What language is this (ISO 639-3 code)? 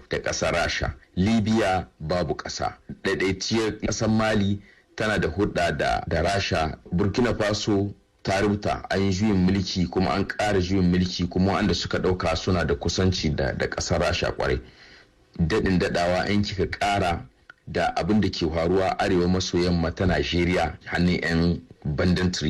hau